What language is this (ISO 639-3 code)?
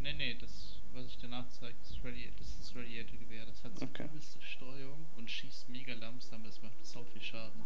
gsw